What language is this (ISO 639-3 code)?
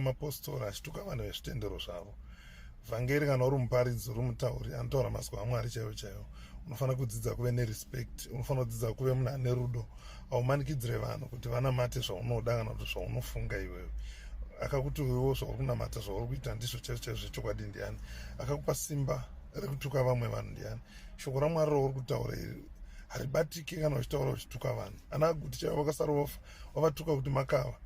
sna